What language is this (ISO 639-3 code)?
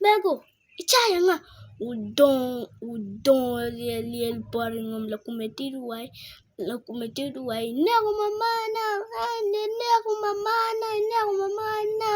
ach